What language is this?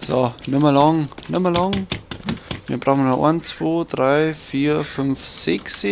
Bavarian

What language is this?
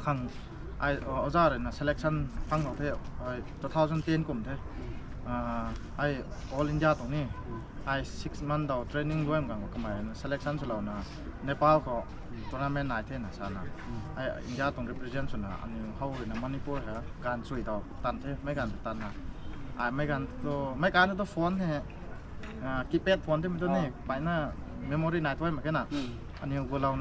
Rongmei Naga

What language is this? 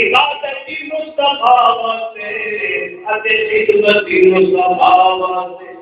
Saraiki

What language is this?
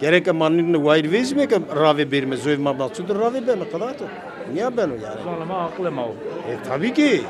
Zaza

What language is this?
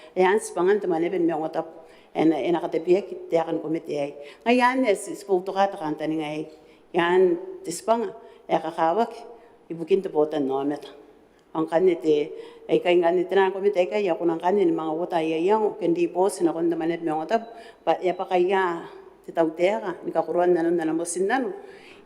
Gilbertese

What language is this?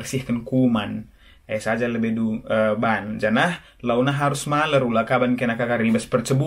Batak Karo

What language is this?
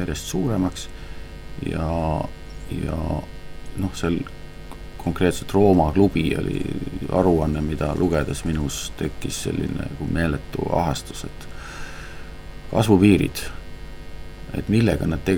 Estonian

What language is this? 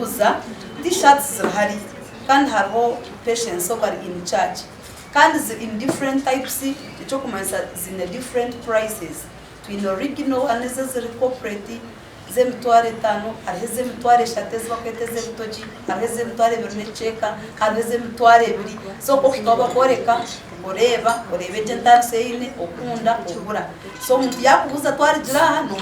Nyankole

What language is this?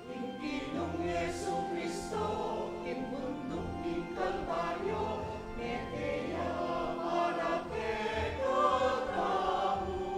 Pampanga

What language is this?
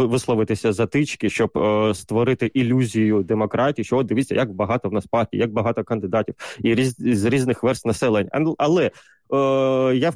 Ukrainian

